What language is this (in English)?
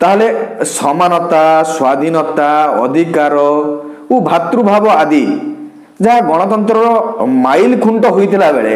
Odia